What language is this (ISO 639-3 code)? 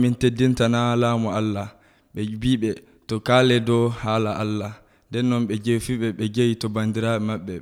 fuv